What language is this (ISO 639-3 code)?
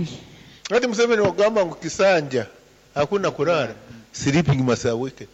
nyo